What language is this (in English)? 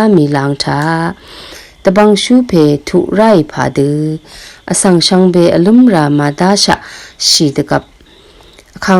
Rawang